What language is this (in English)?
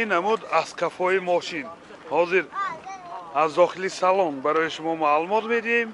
Tajik